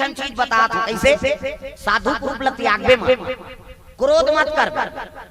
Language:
Chhattisgarhi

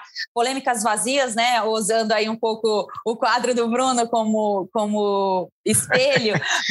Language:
Portuguese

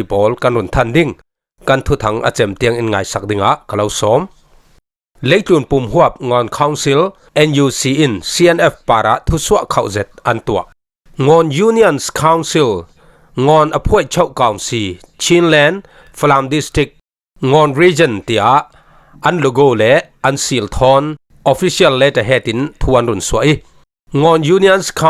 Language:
Falam Chin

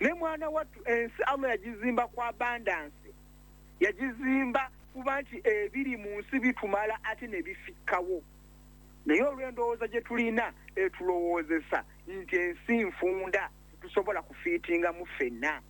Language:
Ganda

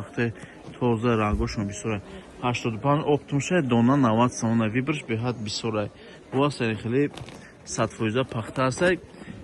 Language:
Tajik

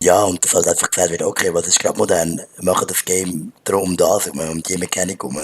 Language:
Swiss German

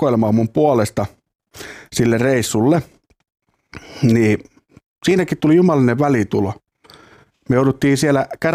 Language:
Finnish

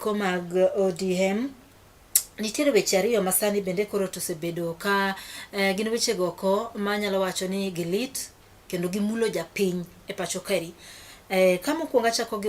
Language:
Luo (Kenya and Tanzania)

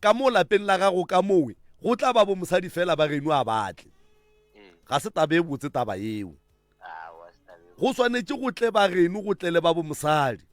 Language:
Northern Sotho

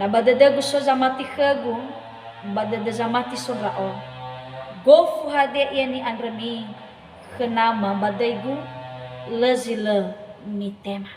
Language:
Nias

